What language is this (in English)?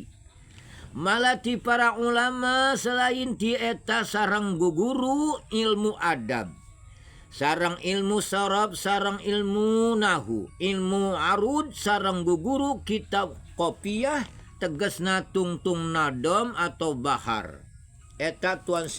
Sundanese